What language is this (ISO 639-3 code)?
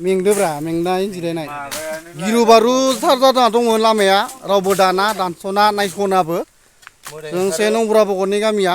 brx